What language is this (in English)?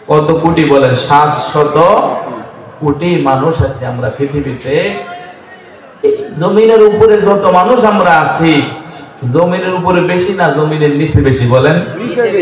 Bangla